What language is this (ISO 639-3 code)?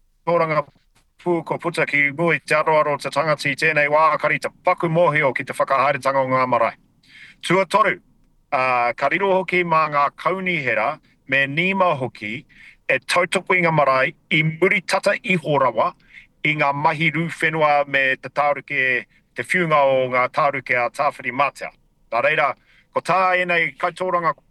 mri